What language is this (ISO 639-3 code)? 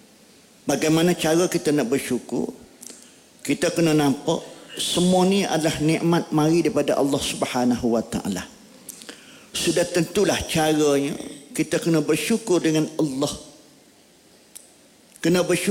msa